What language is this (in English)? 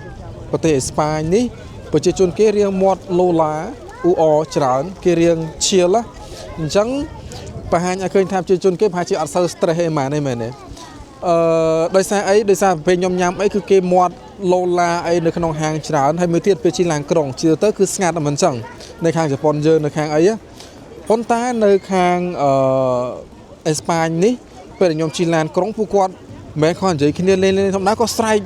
Khmer